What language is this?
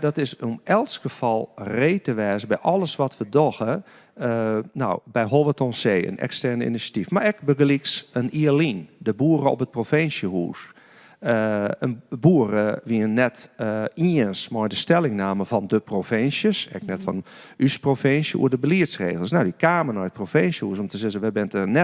Western Frisian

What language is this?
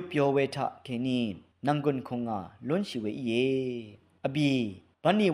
Rawang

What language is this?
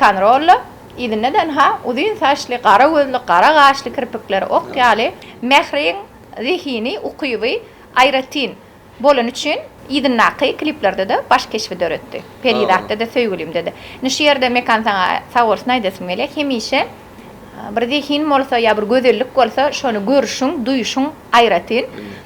Turkmen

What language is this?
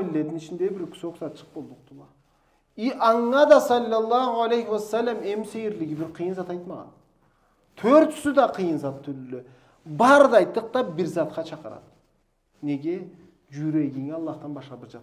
Karachay-Balkar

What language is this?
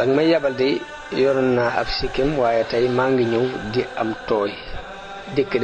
Wolof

